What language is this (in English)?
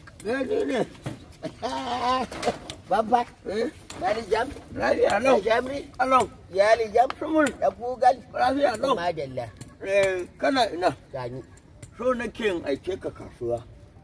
Hausa